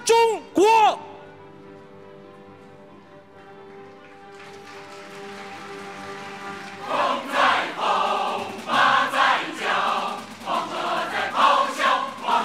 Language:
Chinese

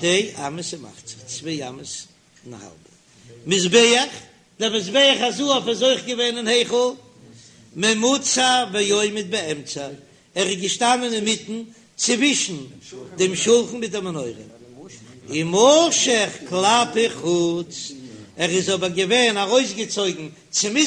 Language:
Yiddish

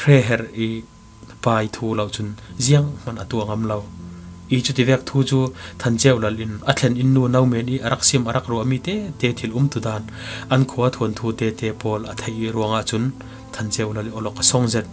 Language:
Falam Chin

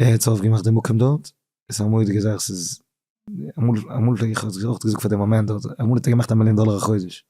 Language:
Yiddish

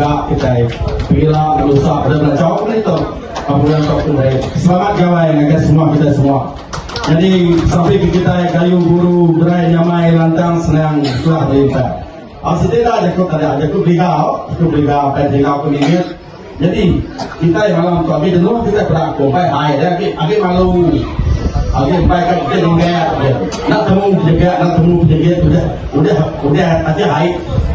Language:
Iban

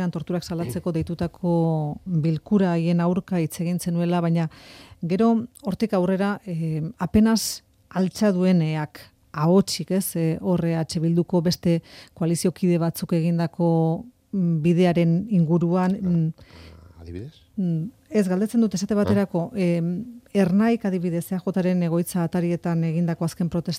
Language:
Basque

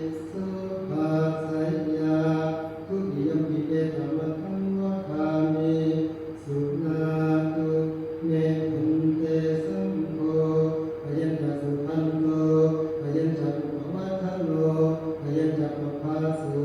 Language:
Pali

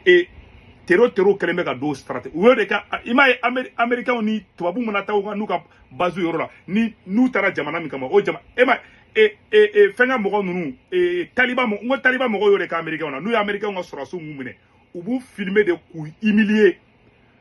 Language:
Bambara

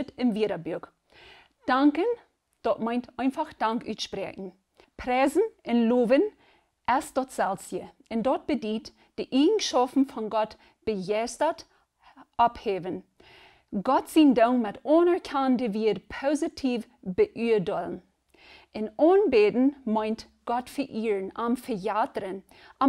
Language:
Plautdietsch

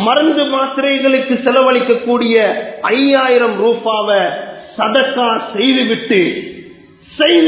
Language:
Tamil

